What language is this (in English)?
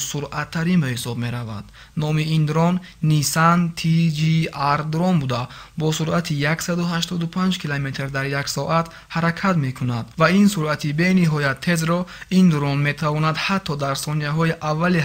Tajik